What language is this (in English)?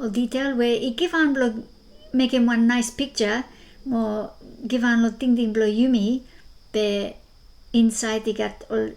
Bislama